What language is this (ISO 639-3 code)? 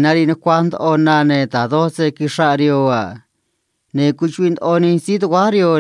trc